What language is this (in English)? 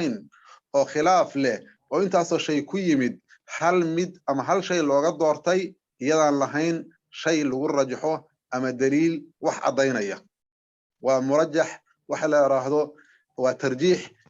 Somali